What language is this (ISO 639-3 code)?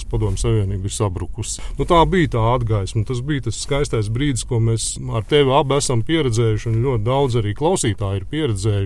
lav